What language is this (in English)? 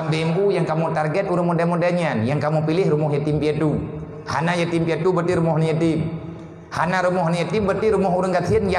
Achinese